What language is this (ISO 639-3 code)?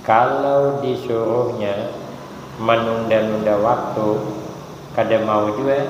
bjn